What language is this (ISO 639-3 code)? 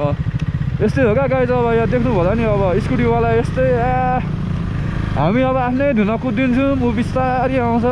nep